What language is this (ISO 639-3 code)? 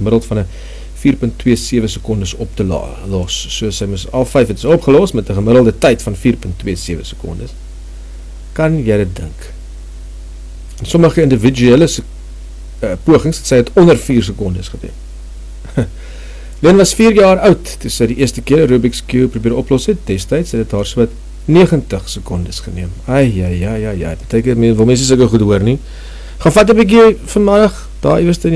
afr